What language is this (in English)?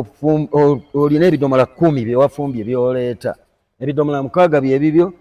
Ganda